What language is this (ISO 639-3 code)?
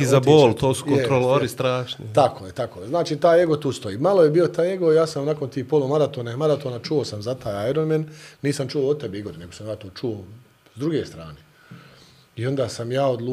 bos